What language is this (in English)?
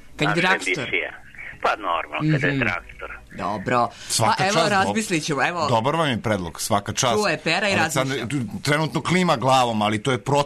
Serbian